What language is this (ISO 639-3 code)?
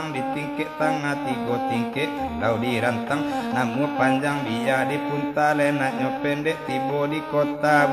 min